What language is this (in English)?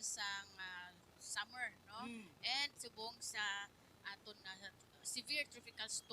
Hiligaynon